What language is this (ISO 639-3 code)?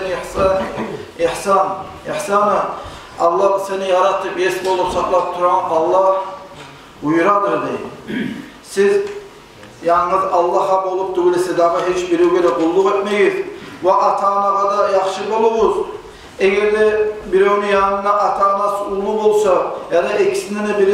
kum